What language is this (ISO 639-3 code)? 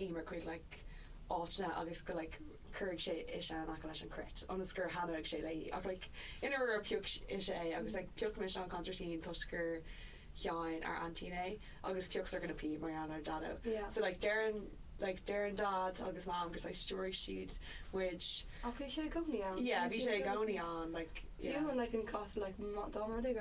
gle